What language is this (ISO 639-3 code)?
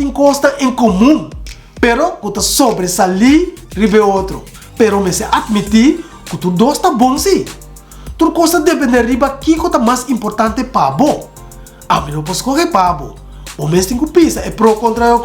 pap